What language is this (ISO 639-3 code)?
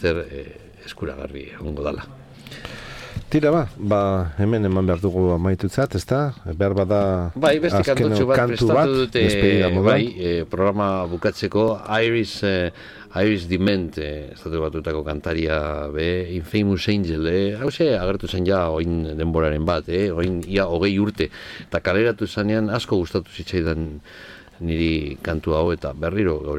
eus